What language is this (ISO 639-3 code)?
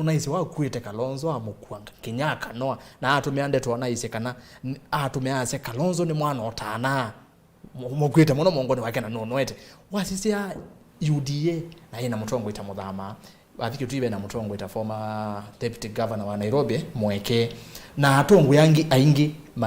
kam